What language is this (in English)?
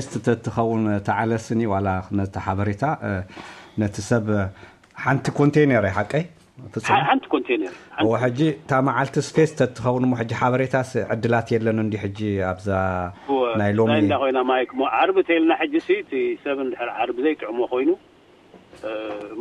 Tigrinya